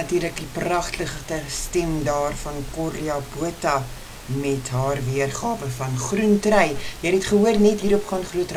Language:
Afrikaans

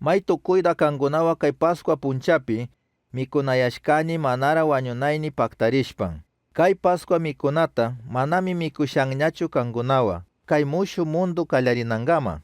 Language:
Chimborazo Highland Quichua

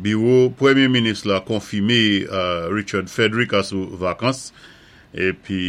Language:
Saint Lucian Creole French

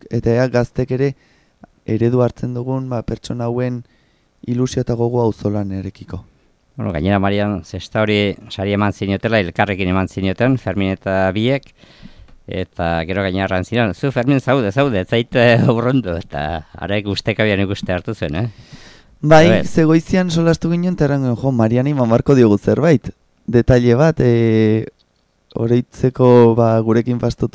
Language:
Basque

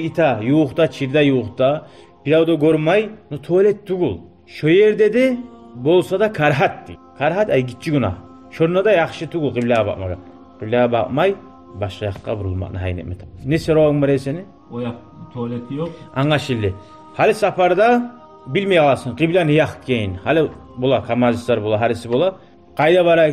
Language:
Kumyk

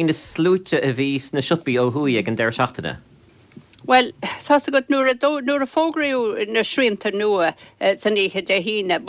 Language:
Irish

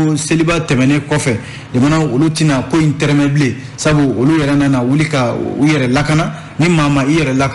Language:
Bambara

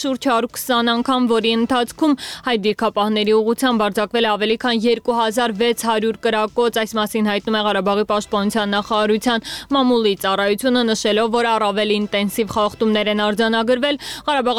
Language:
Armenian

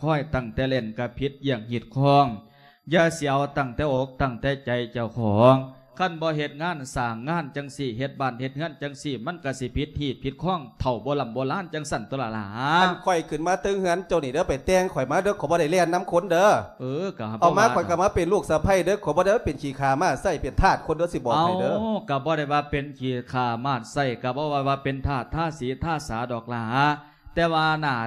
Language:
Lao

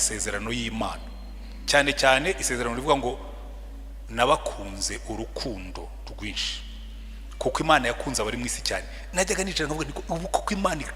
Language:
Kinyarwanda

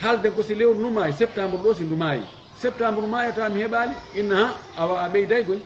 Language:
Fula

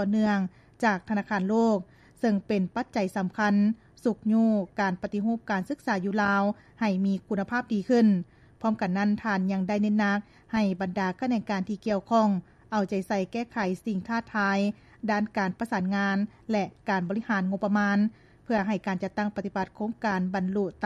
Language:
Lao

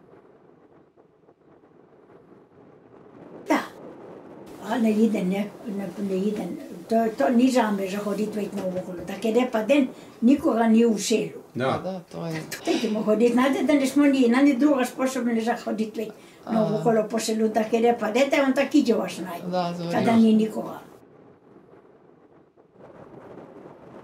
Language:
Croatian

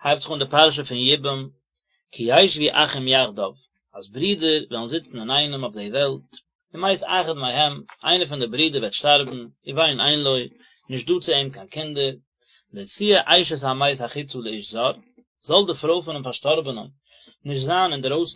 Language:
Yiddish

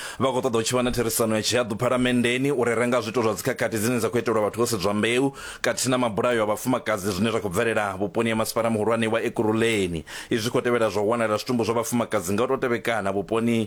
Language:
Venda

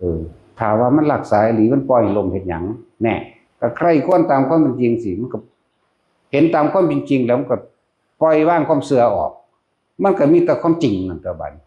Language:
Northeastern Thai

